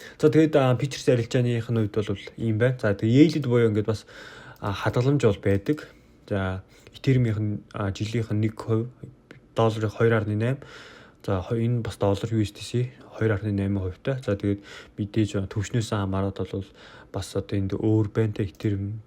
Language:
Mongolian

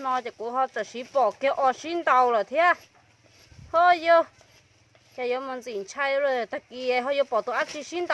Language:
Hmong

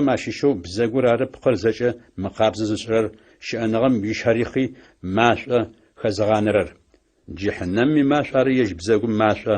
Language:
Adyghe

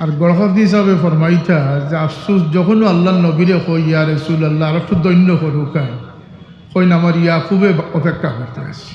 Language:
Sylheti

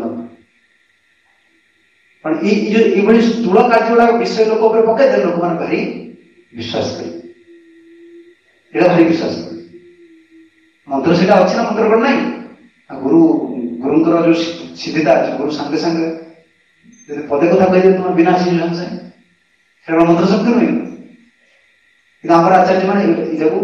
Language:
Odia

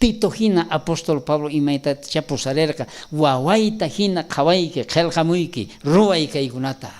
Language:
South Bolivian Quechua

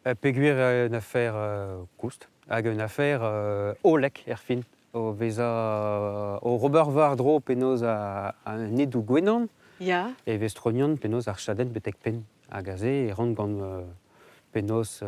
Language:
Breton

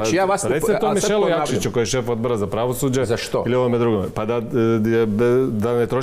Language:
Croatian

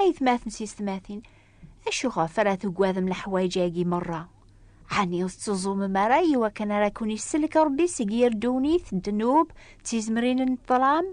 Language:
Kabyle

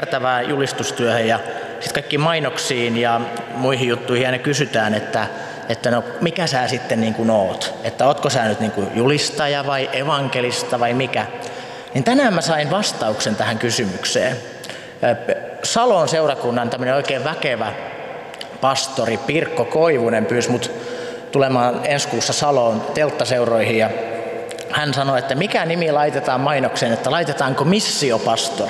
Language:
Finnish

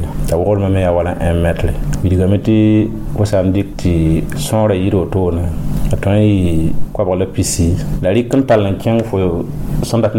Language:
Mossi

